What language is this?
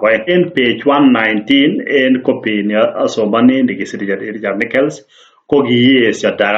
Kalenjin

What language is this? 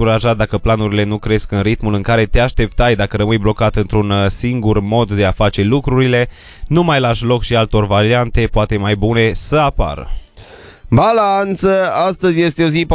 Romanian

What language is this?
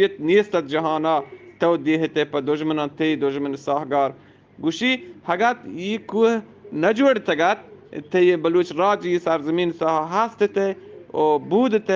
Eastern Balochi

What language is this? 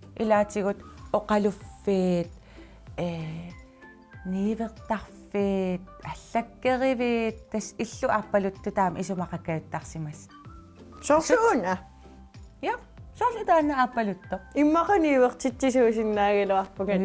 Kalaallisut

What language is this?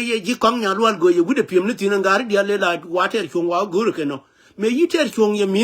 Nuer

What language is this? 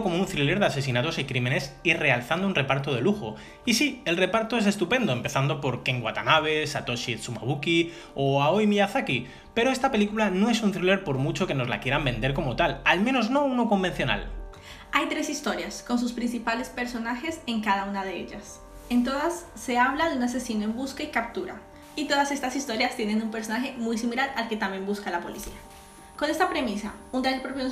Spanish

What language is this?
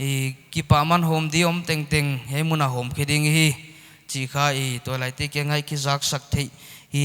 Paite Chin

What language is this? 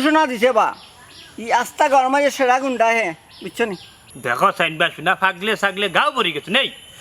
Sylheti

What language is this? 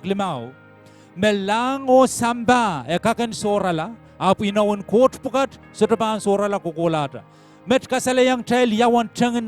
Pohnpeian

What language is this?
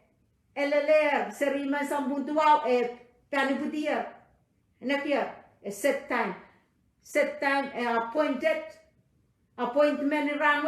Pohnpeian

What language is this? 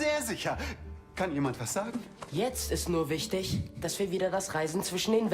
Bavarian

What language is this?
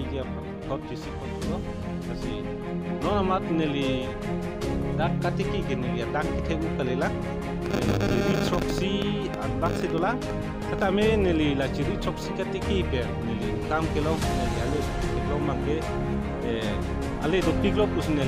Karbi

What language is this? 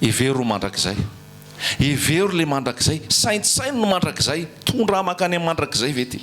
Malagasy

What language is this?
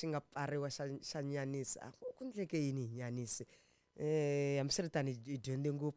Tsonga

